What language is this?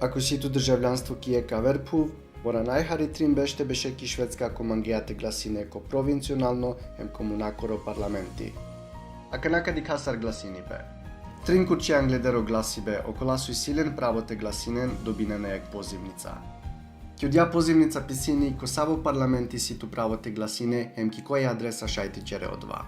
Balkan Romani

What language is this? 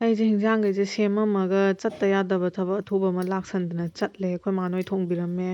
Manipuri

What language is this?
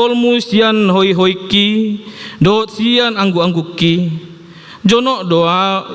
Batak Toba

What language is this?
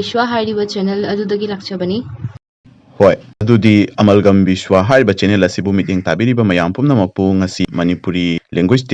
Manipuri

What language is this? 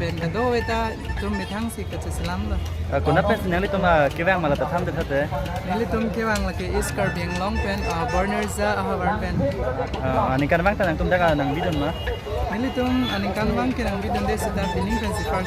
Karbi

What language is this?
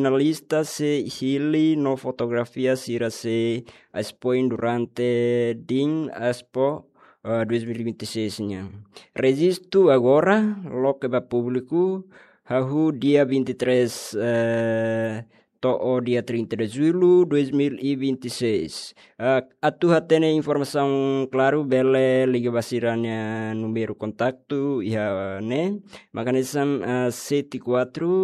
Tetum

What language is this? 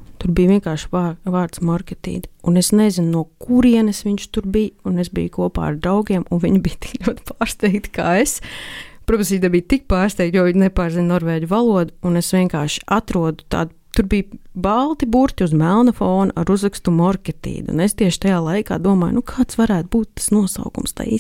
Latvian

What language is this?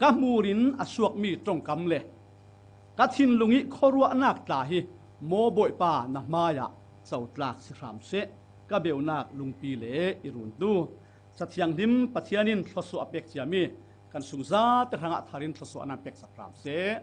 Falam Chin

